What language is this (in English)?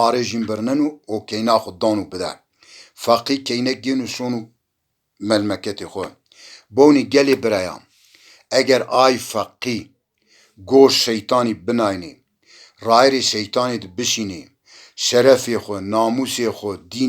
Zaza